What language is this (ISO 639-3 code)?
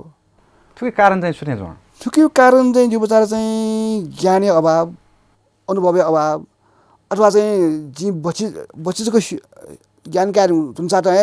new